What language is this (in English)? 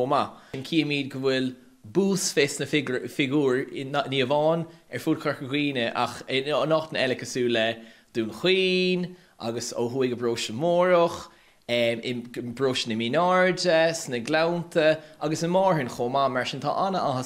Irish